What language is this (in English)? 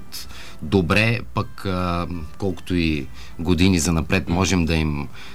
Bulgarian